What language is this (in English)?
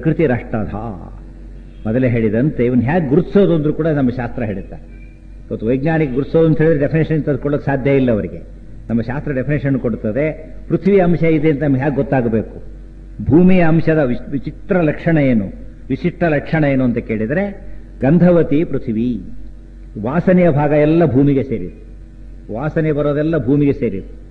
Kannada